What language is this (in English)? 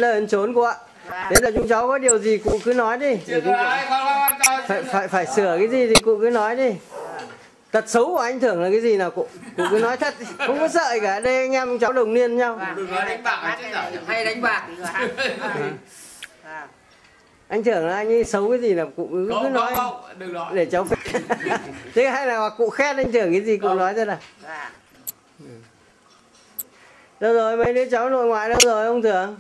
Vietnamese